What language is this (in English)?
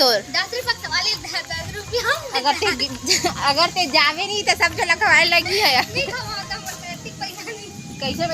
Chhattisgarhi